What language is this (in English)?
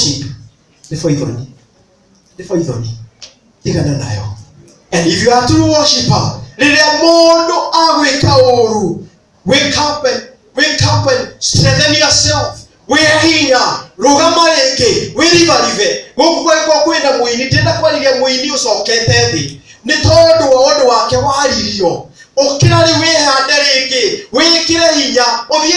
Kikuyu